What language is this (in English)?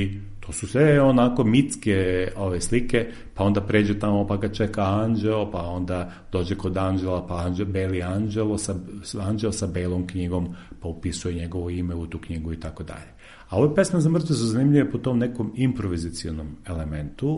Serbian